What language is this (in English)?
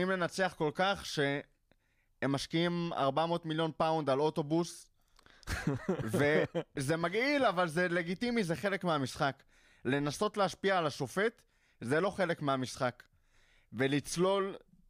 Hebrew